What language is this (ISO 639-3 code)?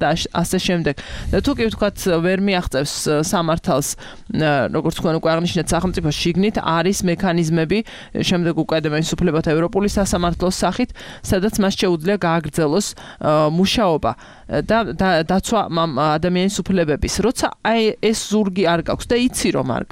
kat